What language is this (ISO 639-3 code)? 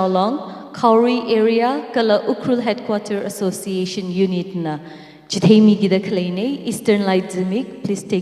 nmf